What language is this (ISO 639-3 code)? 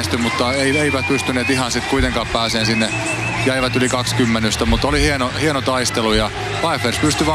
fin